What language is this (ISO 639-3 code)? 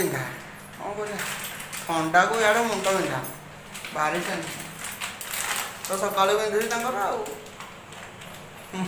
ori